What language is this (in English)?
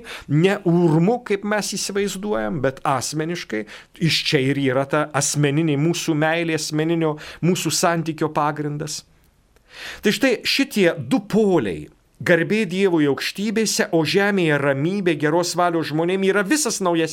Lithuanian